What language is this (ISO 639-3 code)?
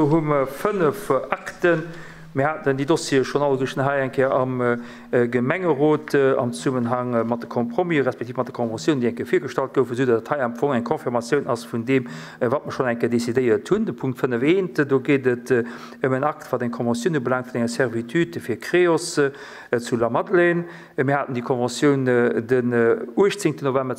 ltz